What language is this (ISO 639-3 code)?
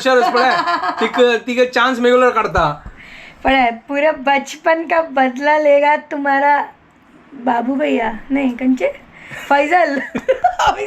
kok